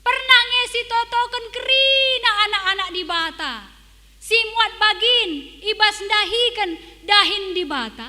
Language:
Batak Karo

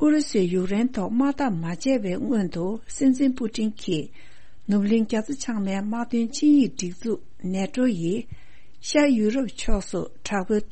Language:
Tibetan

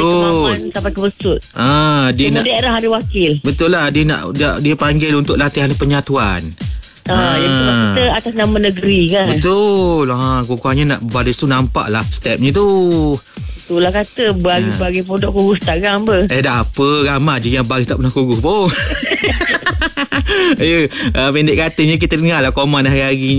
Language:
Malay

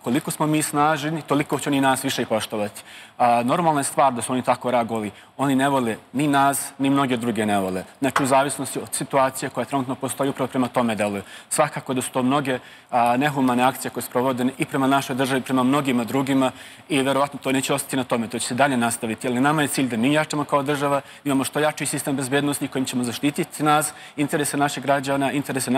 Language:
Serbian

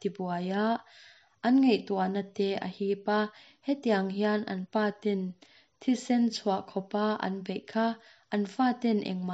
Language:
Mizo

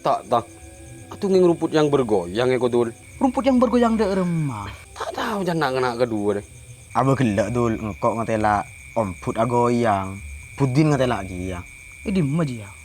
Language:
Madurese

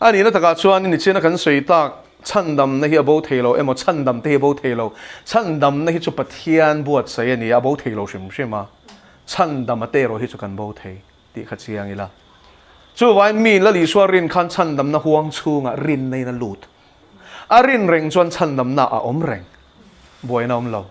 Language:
Mizo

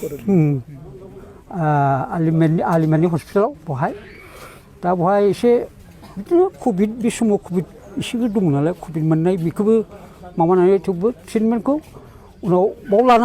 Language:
Bodo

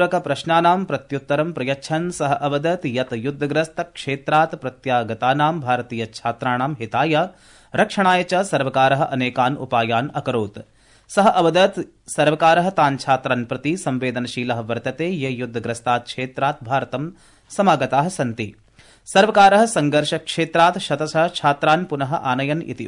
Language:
Sanskrit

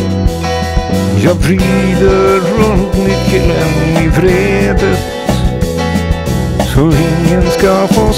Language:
Swedish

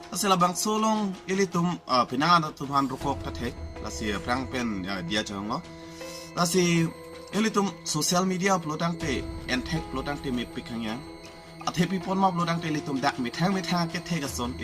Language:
Karbi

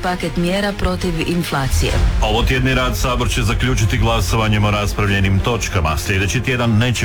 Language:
Croatian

